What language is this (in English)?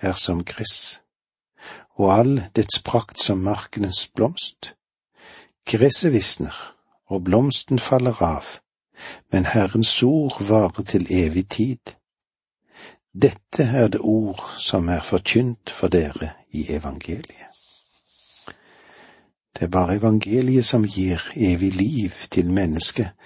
Norwegian